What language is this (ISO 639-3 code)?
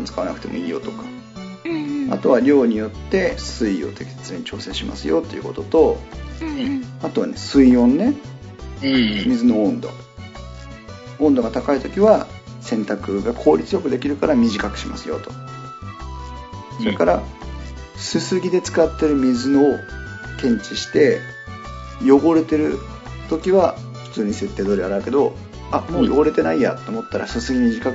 jpn